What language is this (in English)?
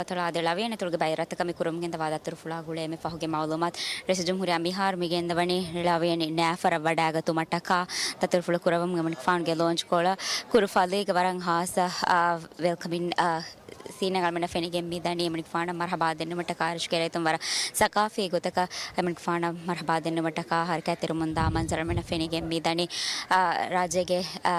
Divehi